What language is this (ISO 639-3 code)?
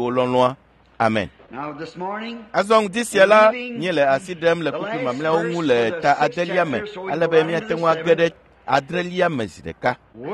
ewe